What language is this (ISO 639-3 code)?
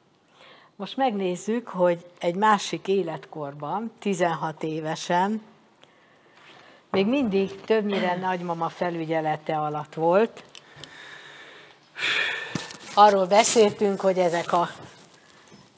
hun